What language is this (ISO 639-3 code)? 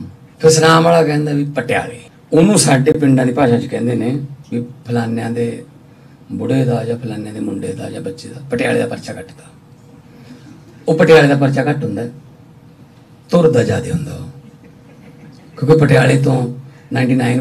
pan